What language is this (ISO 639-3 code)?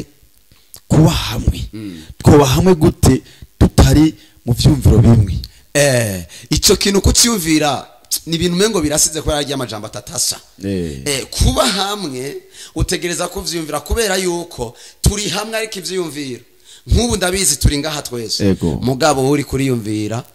run